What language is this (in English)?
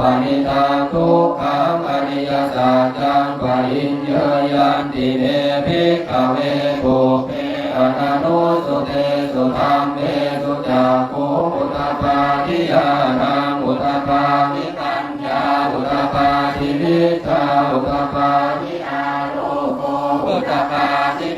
Pali